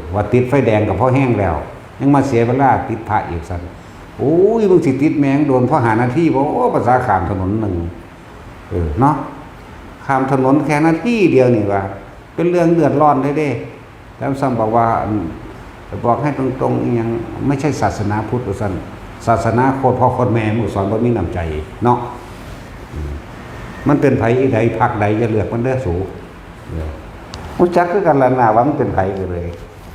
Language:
Northeastern Thai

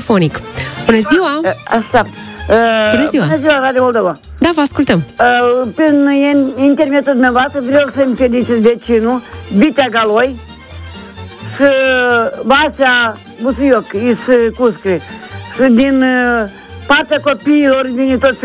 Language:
Romanian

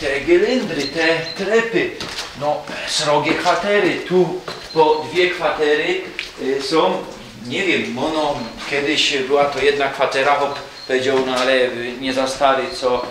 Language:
Silesian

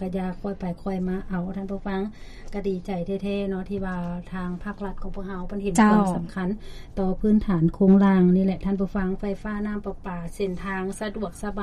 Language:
Lao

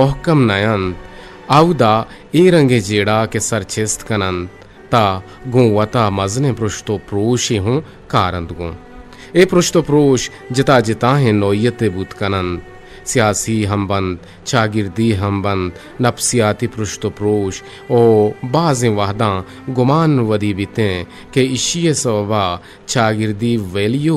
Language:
Eastern Balochi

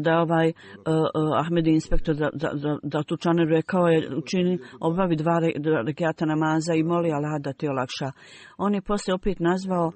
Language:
Bosnian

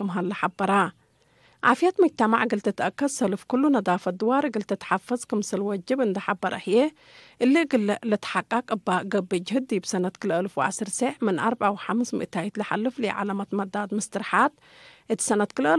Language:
Tigre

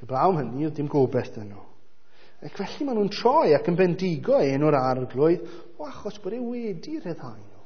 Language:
Welsh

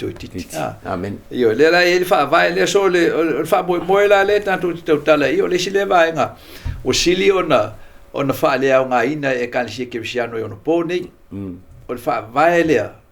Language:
Samoan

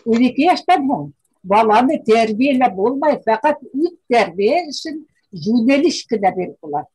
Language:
Bashkir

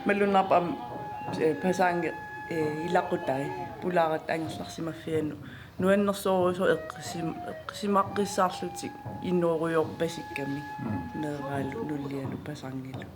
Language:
Kalaallisut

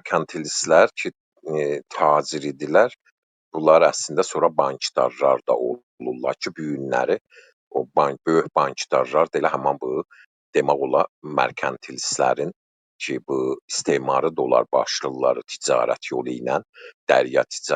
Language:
South Azerbaijani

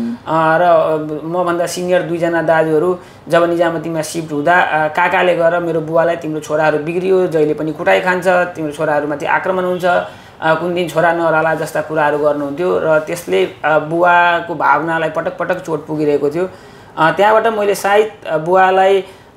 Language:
Nepali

